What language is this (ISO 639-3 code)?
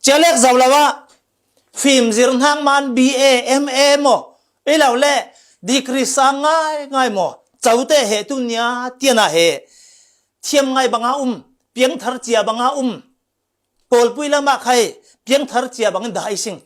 cfm